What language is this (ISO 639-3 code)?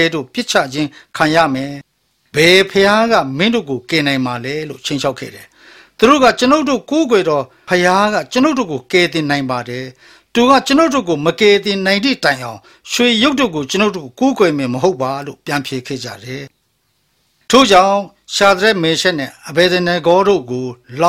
mya